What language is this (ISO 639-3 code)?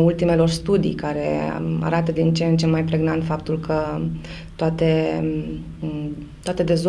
ron